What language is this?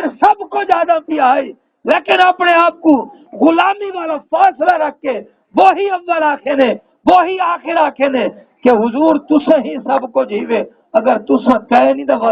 Saraiki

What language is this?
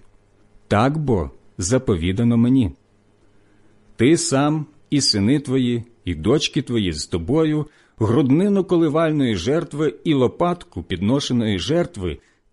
Ukrainian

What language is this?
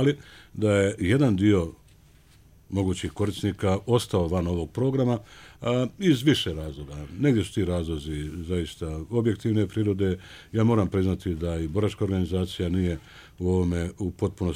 Bosnian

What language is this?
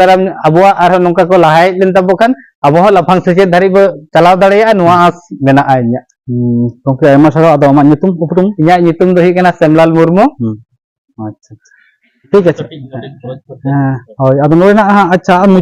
Santali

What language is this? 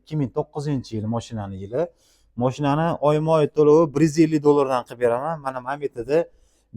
Uzbek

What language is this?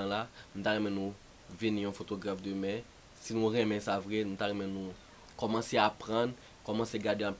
Haitian Creole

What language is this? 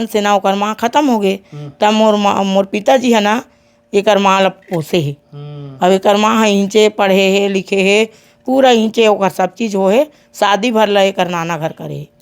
Chhattisgarhi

